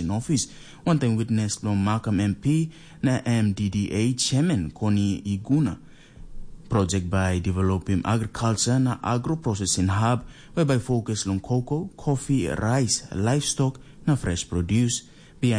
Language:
Tok Pisin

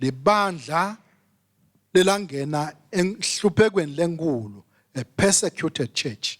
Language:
Swati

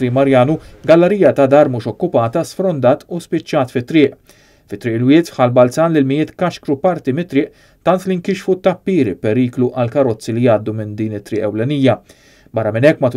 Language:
Maltese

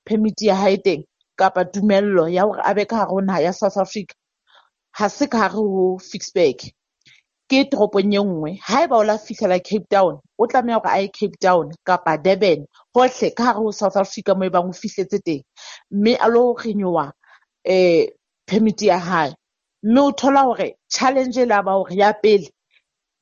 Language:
Southern Sotho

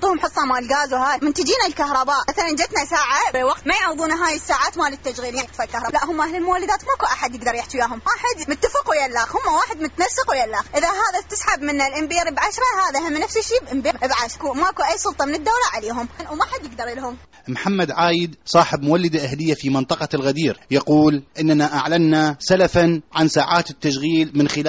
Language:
Mesopotamian Arabic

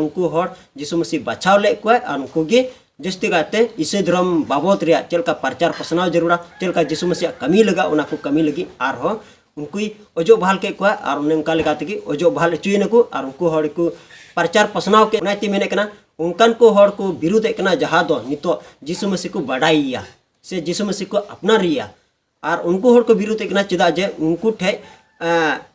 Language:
Santali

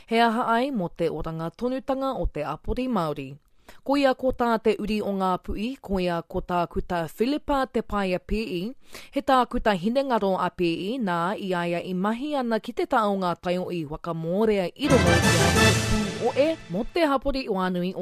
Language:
Māori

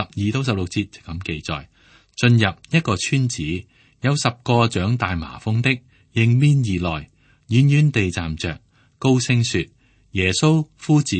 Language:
Cantonese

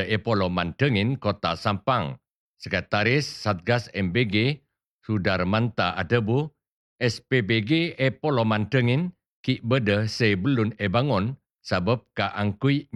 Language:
Madurese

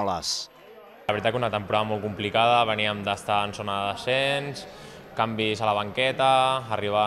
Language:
Catalan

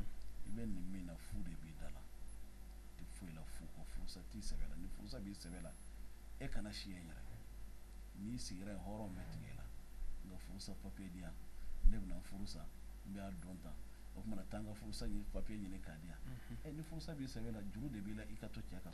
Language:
Bambara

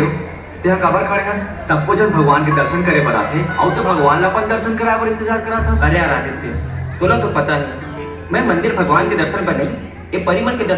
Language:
Chhattisgarhi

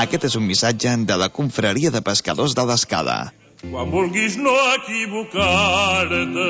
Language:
Catalan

